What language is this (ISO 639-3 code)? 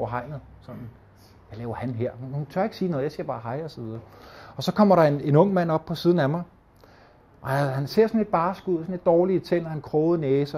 dan